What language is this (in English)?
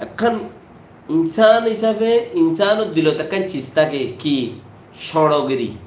Rohingya